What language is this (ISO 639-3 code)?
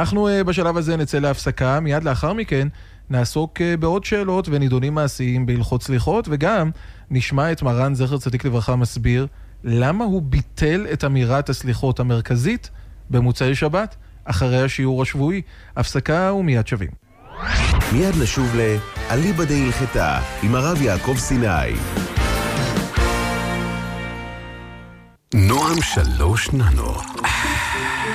heb